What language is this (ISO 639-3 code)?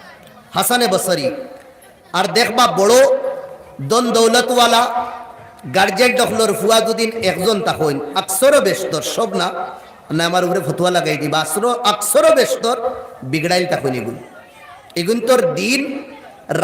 syl